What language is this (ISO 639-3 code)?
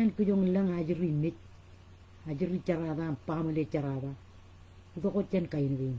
mah